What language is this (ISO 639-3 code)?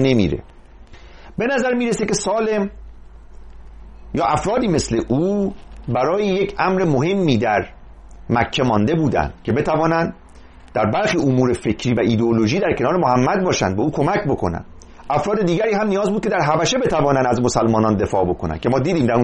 fas